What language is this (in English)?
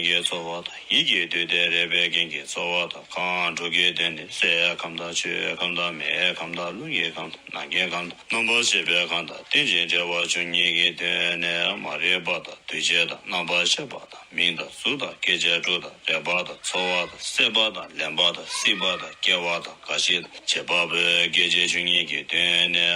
Tibetan